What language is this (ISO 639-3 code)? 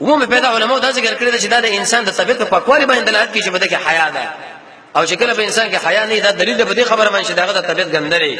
pus